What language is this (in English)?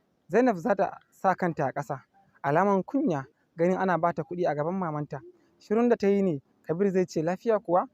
Hausa